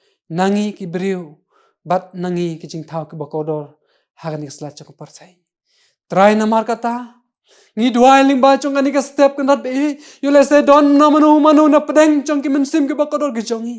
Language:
Khasi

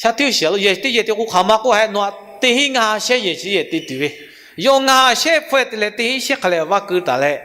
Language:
Lahu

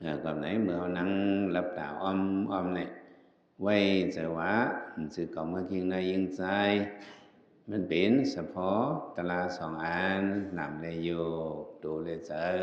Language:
Shan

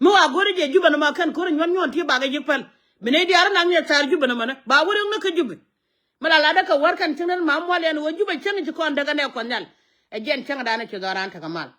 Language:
Nuer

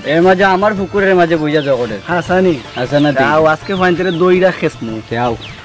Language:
Sylheti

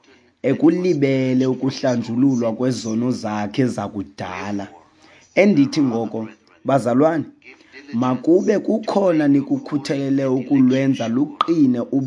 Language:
Xhosa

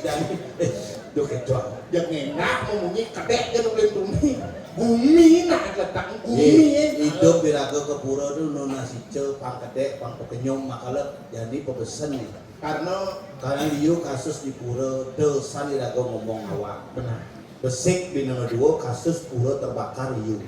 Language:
Balinese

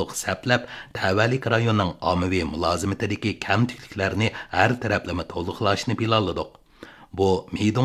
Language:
Uyghur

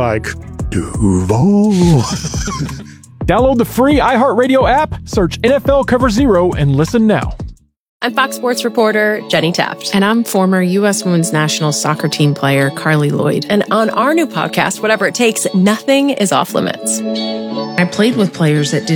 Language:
English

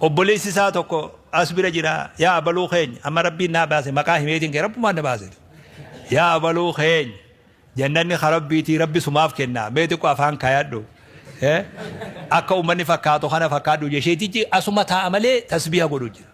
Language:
Oromo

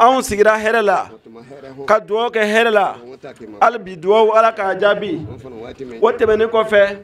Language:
Bambara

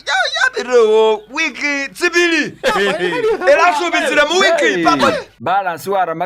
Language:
Masaaba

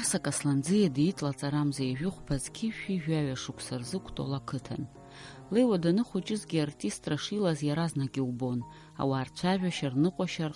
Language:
Abkhazian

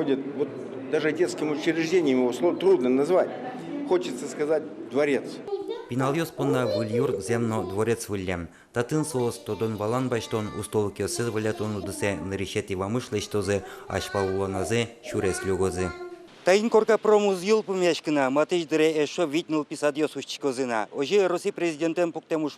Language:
Udmurt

